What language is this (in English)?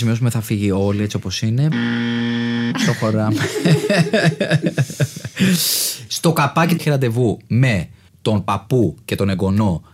Greek